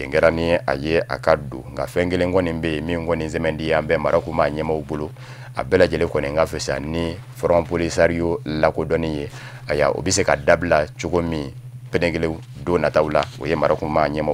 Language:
Bambara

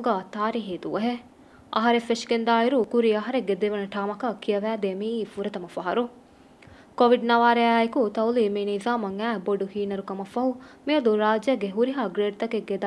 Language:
Divehi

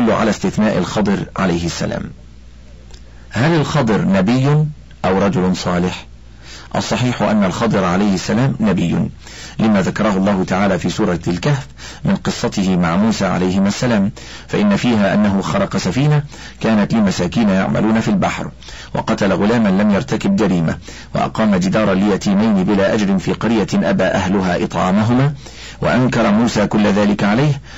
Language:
Arabic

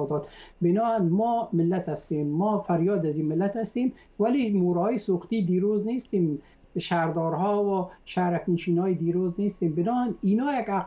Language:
Persian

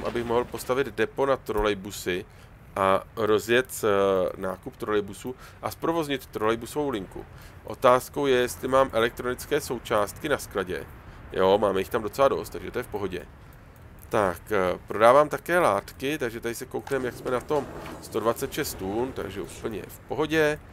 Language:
Czech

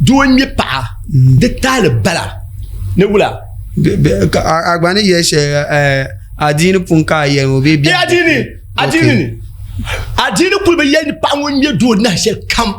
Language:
Dagbani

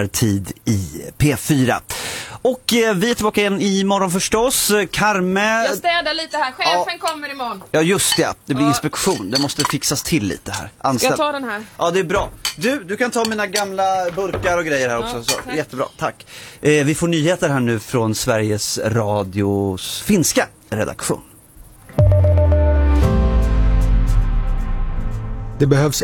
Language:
Swedish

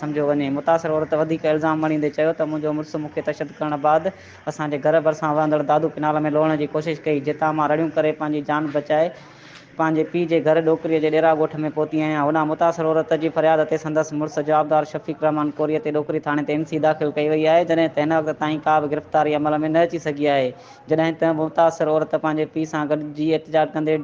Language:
Sindhi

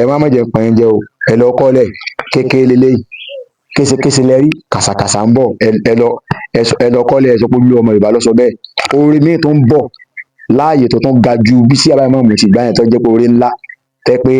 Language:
Yoruba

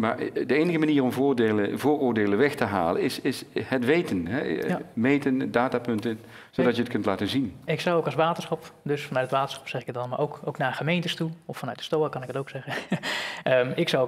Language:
Dutch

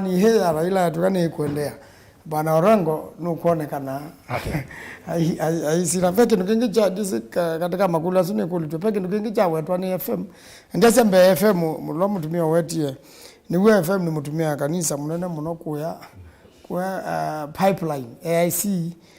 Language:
Kamba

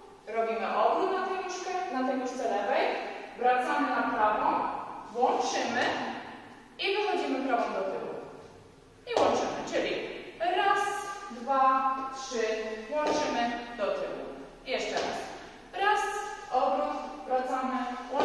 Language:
Polish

